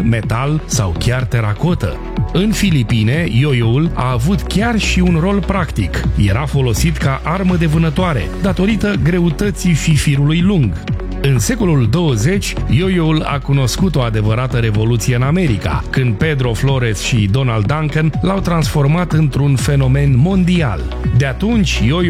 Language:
Romanian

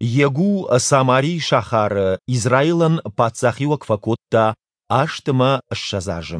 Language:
Ossetic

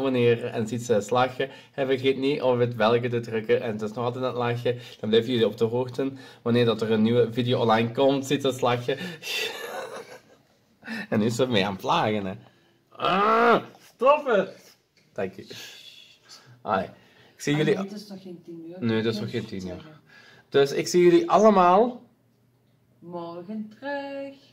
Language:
Dutch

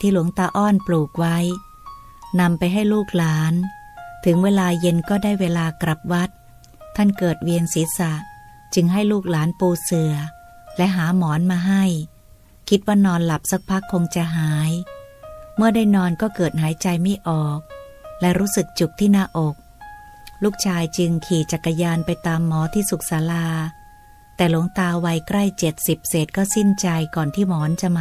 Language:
Thai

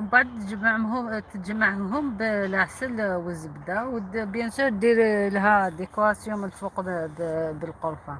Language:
Algerian Arabic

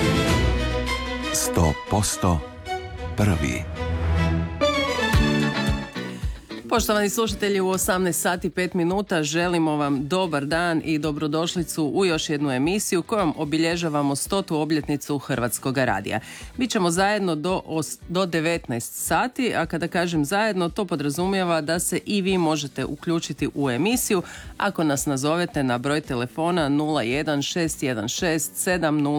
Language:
Croatian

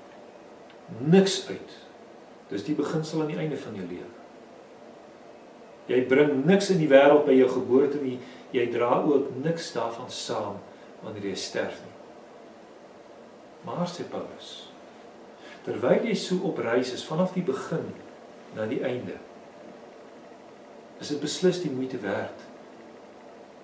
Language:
Afrikaans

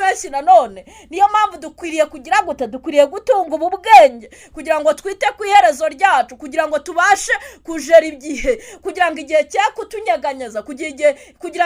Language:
Kinyarwanda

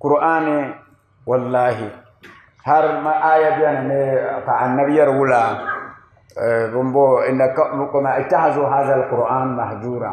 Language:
Dagbani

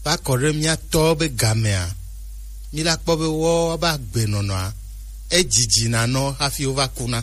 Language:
Gen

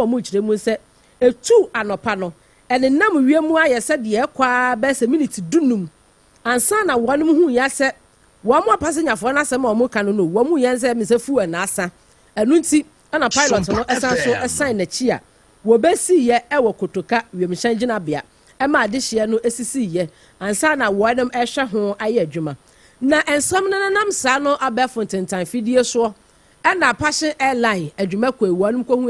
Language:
Akan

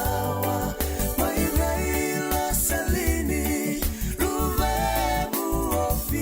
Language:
Fijian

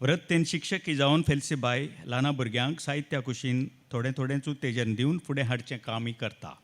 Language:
Konkani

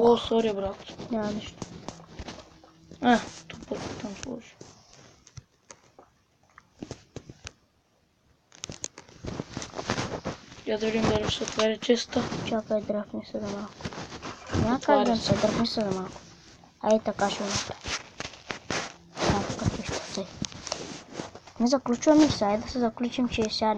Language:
Bulgarian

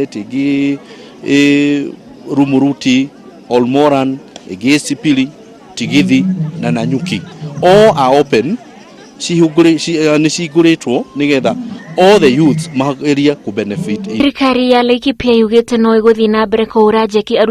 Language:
Kikuyu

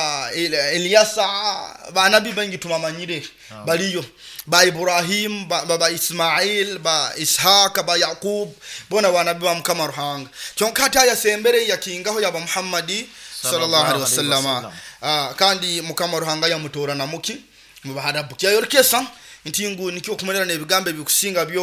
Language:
Nyoro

